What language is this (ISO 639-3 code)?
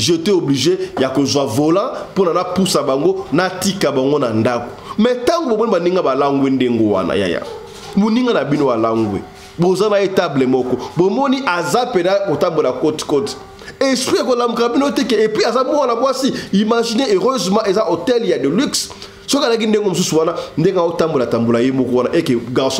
lin